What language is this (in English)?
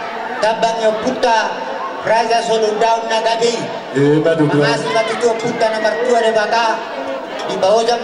Batak Toba